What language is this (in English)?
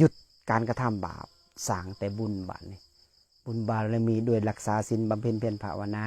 Lao